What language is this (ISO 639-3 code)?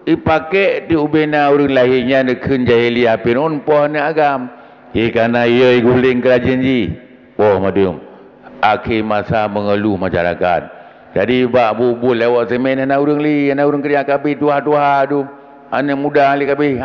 ace